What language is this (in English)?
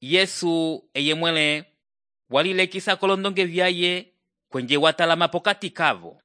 Umbundu